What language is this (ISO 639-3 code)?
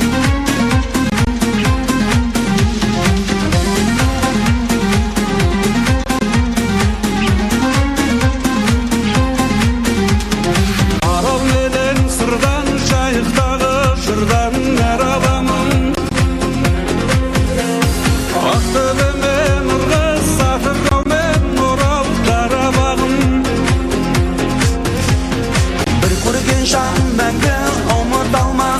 kaz